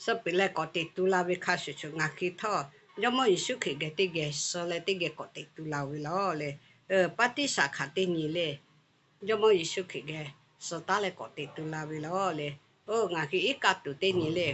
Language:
Lahu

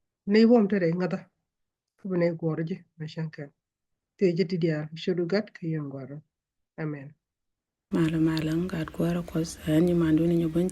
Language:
Nuer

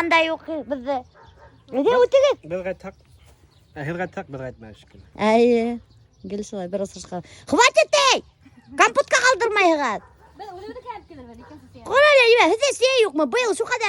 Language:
Bashkir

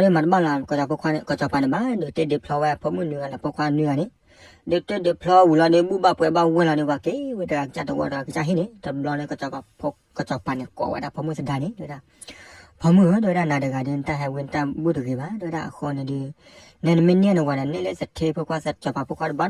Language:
S'gaw Karen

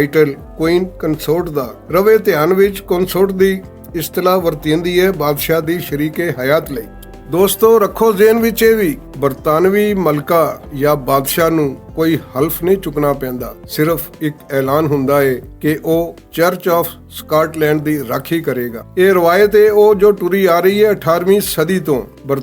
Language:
Western Panjabi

